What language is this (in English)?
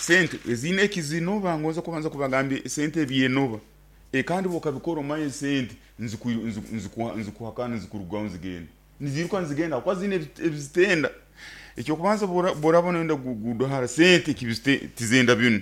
Nyoro